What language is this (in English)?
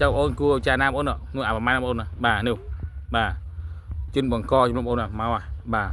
Khmer